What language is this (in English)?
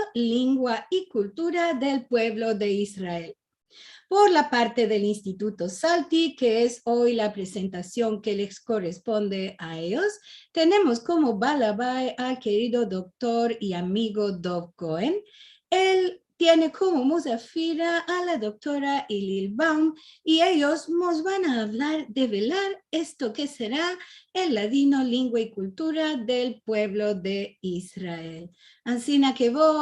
Ladino